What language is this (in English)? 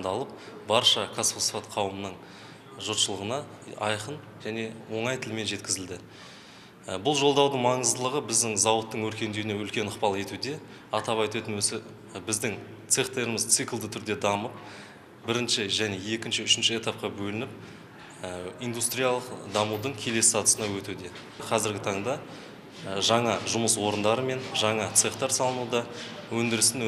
Kazakh